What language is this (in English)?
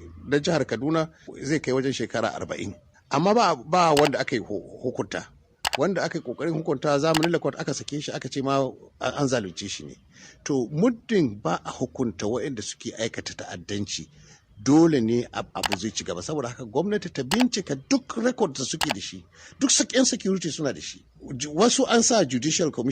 Hausa